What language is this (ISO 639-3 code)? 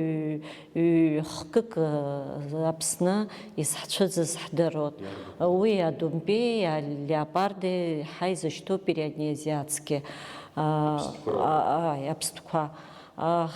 abk